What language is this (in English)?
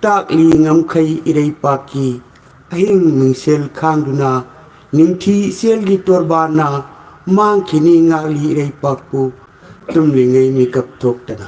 Manipuri